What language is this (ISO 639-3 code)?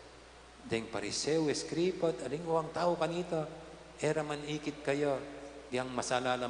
pam